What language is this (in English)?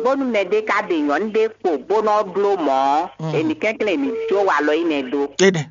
Fon